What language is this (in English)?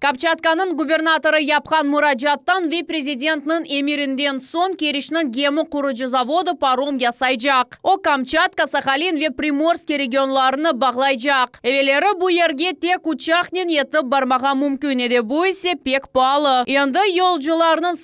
Crimean Tatar